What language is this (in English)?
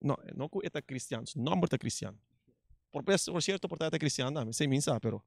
Papiamento